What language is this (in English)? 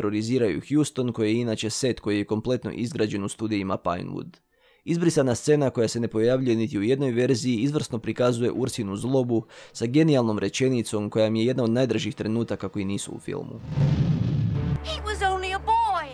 Croatian